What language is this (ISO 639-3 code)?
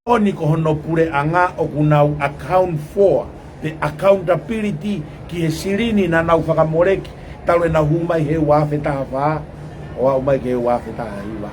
ton